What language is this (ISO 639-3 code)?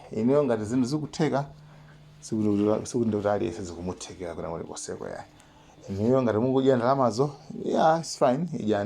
nya